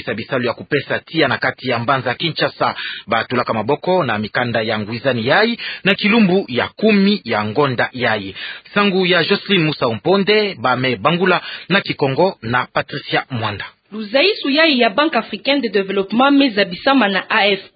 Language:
Kituba (Democratic Republic of Congo)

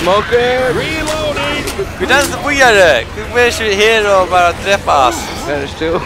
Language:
Faroese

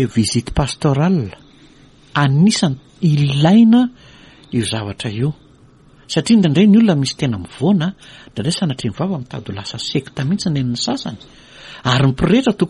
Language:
Malagasy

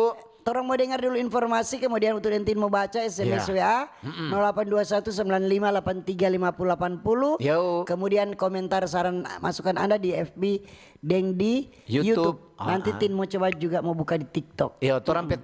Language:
Manado Malay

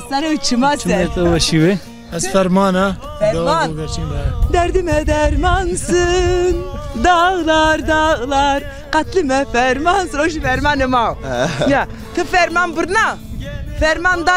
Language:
Zaza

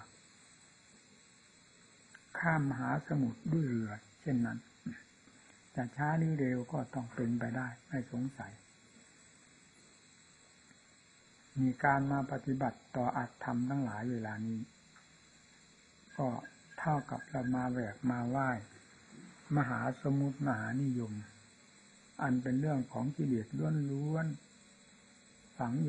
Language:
Thai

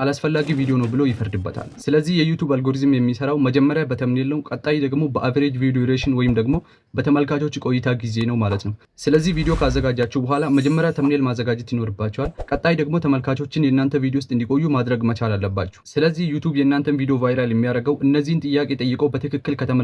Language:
Amharic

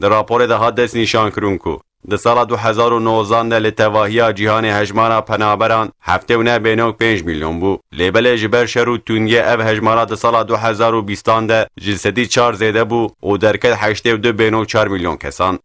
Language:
Kurdish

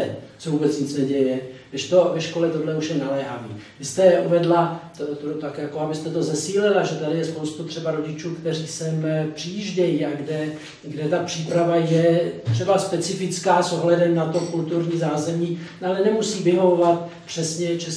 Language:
Czech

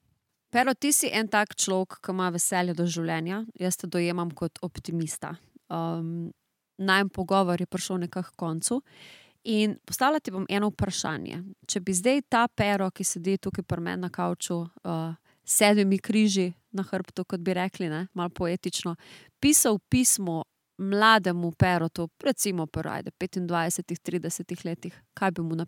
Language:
Slovenian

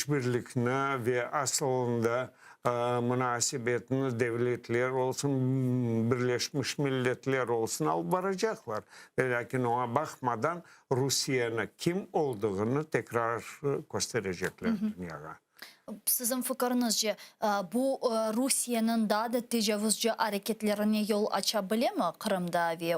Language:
Crimean Tatar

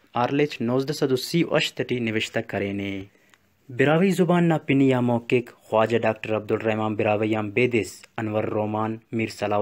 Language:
Brahui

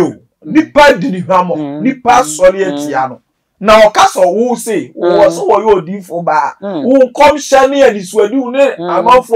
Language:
Akan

